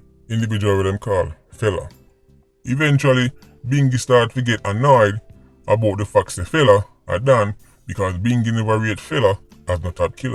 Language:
Jamaican Creole English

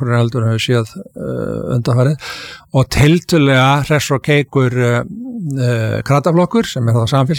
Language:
Icelandic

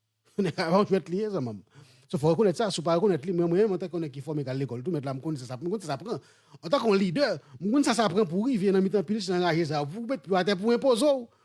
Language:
Haitian Creole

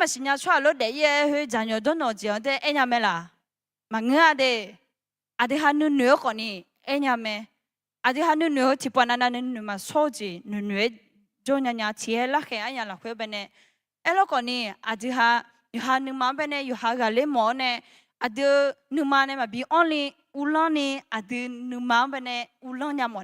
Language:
Akha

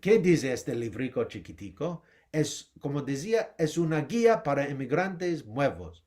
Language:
Ladino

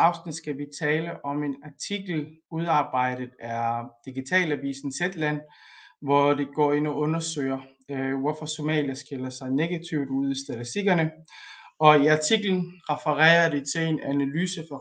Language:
Danish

